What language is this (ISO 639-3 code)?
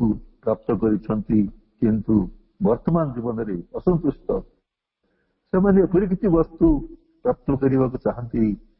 ori